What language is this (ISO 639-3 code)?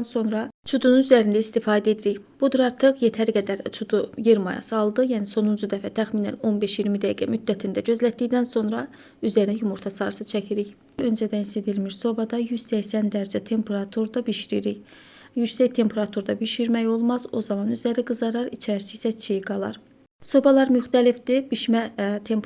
aze